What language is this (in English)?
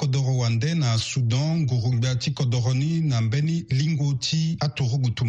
Sango